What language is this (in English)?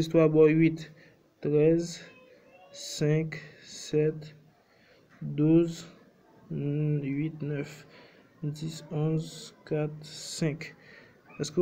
Haitian Creole